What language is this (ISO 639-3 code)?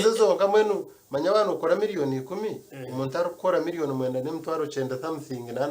nyn